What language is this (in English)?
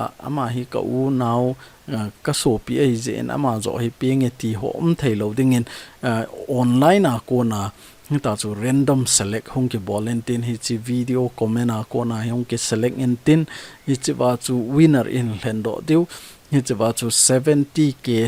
Thado Chin